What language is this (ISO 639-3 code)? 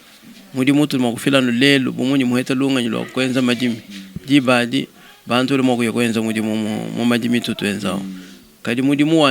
lua